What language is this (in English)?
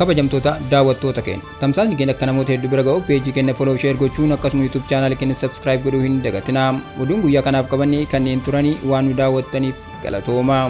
Oromo